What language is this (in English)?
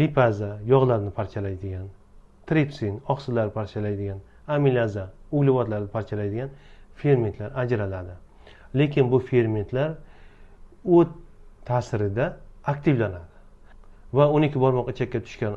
Uzbek